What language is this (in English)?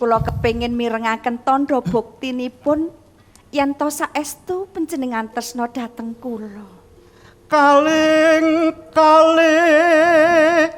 Javanese